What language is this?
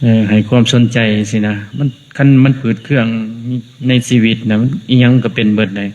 Lao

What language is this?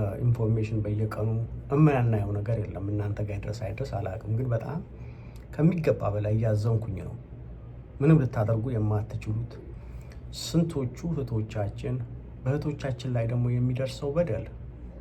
Amharic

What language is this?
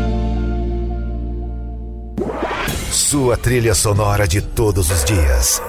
Portuguese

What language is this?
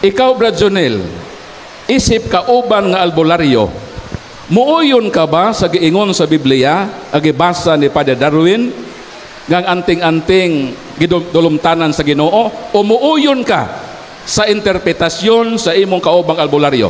Cebuano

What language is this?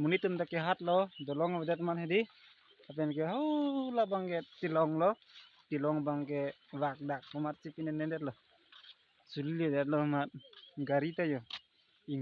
Karbi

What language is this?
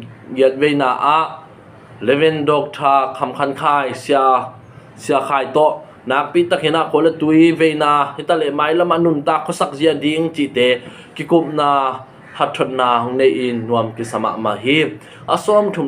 Tedim Chin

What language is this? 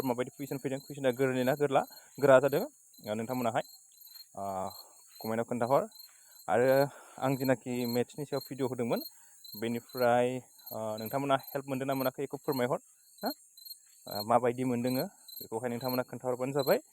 Bodo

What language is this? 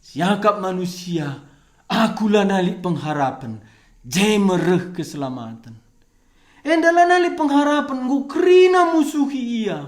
Batak Karo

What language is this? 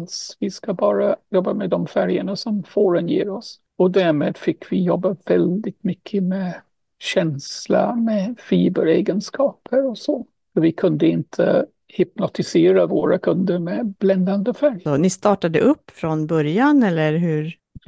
Swedish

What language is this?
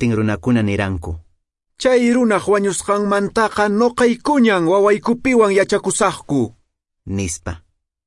Quechua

